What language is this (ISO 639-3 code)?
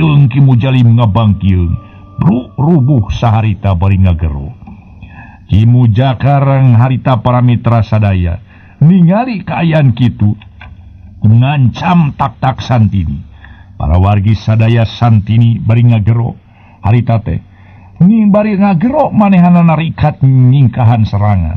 sun